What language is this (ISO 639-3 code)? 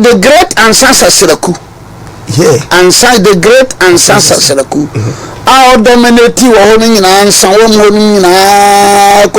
aka